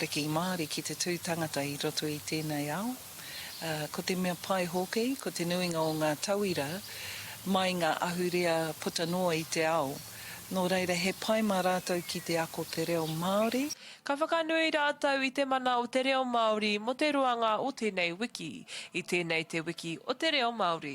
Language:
Māori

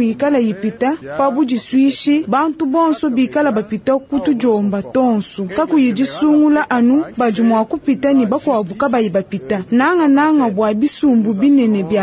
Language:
Luba-Lulua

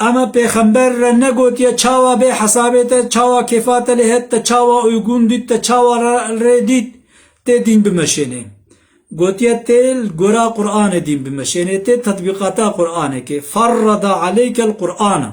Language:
Kurdish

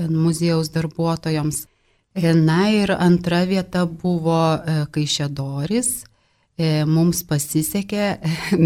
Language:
Lithuanian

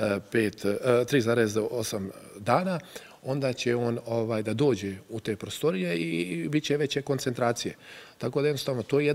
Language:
Bosnian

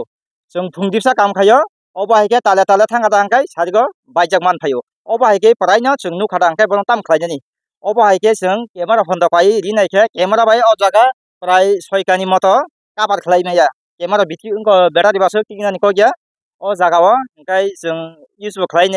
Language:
Kok Borok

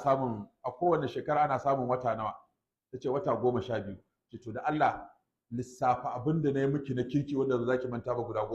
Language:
Hausa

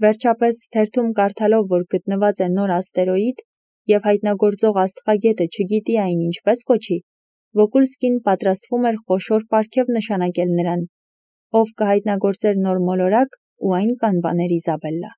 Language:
Armenian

